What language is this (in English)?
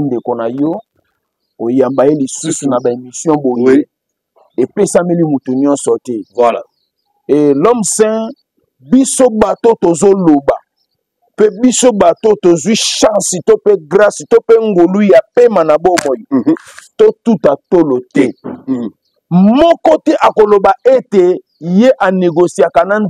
Lingala